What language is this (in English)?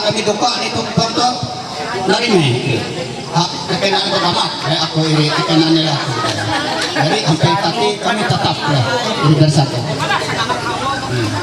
Ma'anyan